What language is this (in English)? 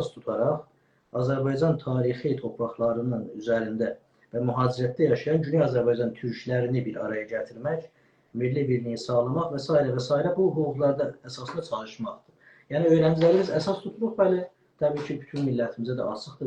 South Azerbaijani